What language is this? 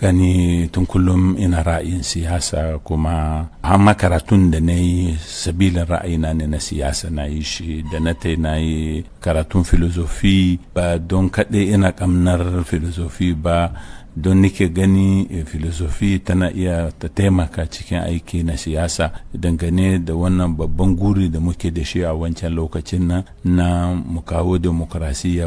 Hausa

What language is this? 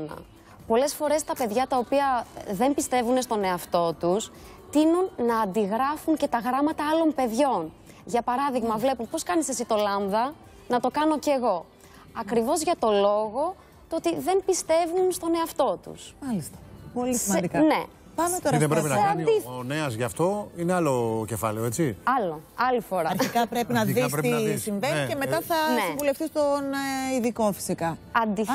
Greek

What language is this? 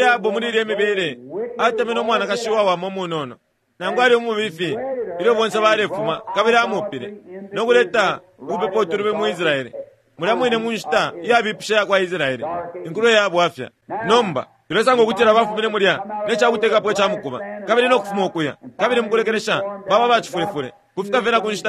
Bemba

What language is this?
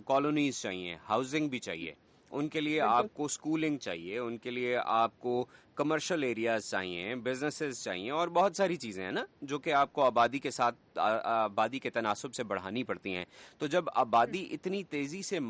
Urdu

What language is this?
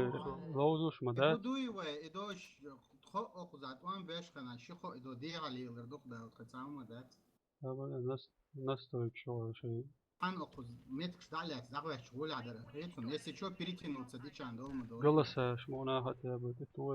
Chechen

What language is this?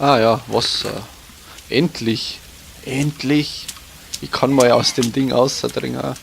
Bavarian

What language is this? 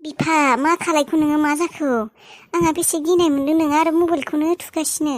Bodo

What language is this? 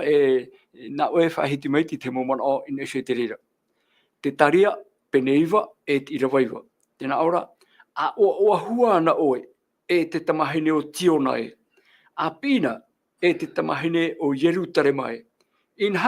Tahitian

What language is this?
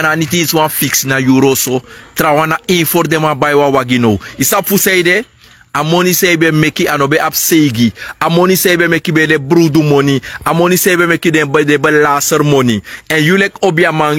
Sranan Tongo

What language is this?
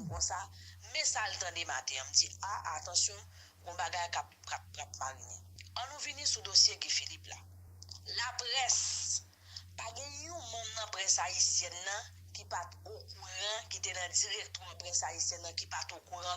Haitian Creole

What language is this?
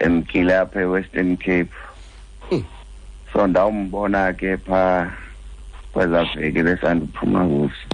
Xhosa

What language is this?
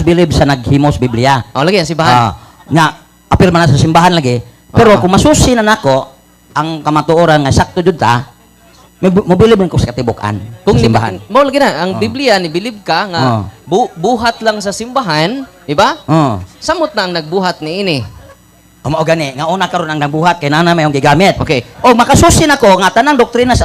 Cebuano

